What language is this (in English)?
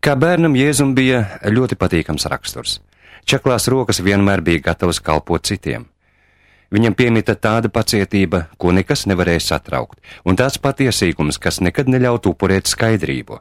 Latvian